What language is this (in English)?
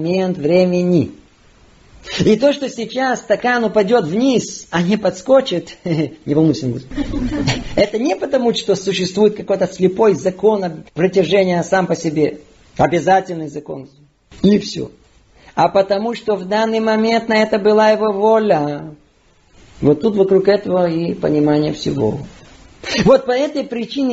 Russian